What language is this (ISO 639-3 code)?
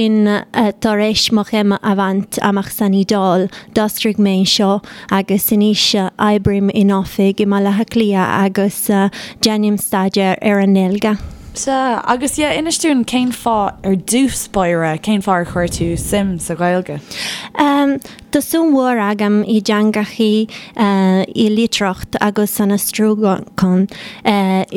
gle